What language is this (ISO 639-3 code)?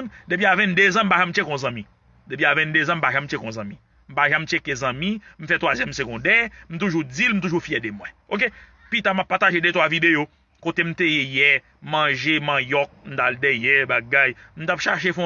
hat